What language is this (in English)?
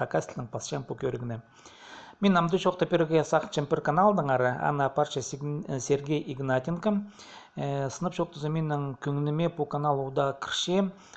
Khakas